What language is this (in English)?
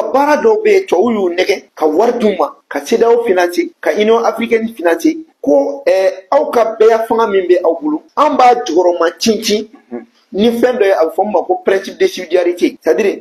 Bambara